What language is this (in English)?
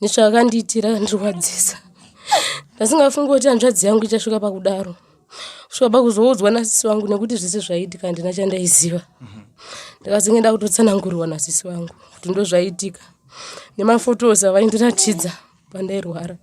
Shona